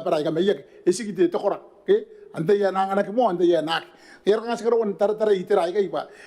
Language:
Gilbertese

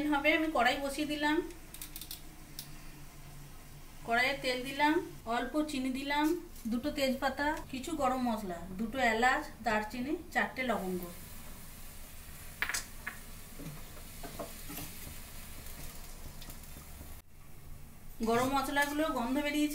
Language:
Bangla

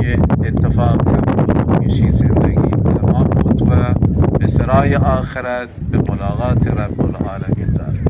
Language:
Baluchi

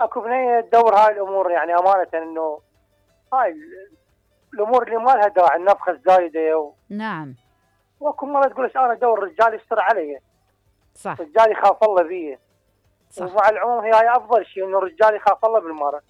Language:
Mesopotamian Arabic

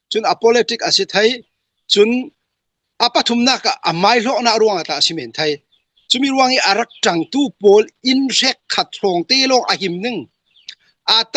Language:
Hakha Chin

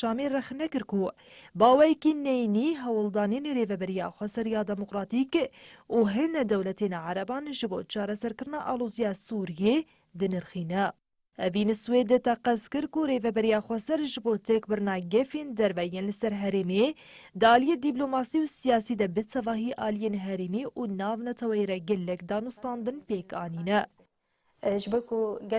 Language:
Kurdish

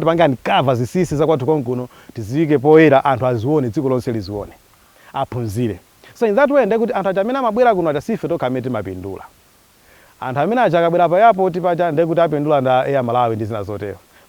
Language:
Nyanja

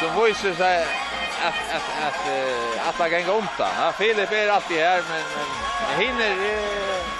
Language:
Faroese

